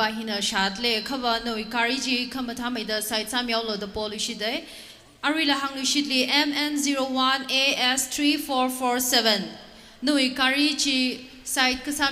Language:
Tangkhul Naga (India)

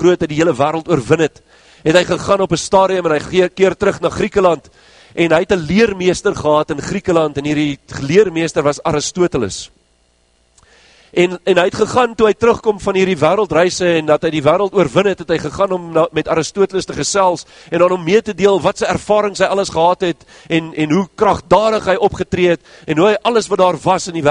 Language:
Afrikaans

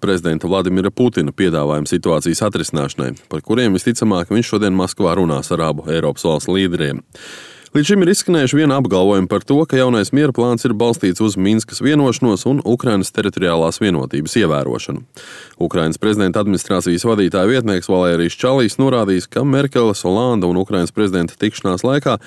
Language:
Latvian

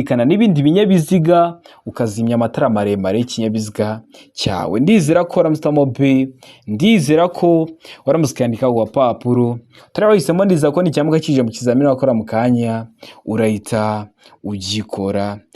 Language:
Kinyarwanda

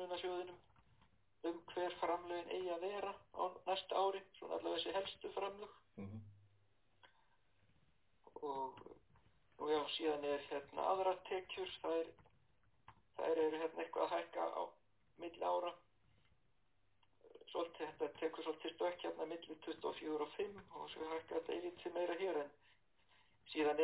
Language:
Icelandic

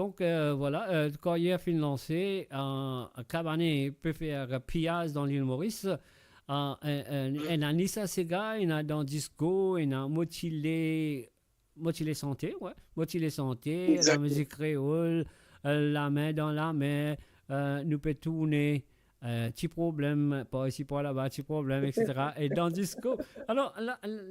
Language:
Morisyen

